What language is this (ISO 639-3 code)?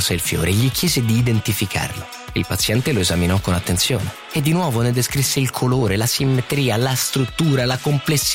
ita